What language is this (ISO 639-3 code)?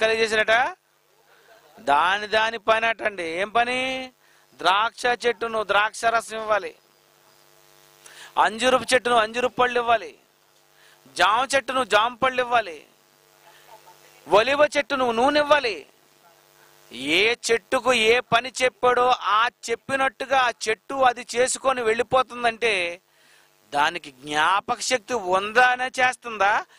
tel